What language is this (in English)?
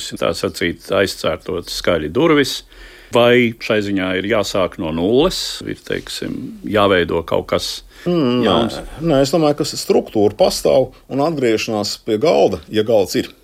Latvian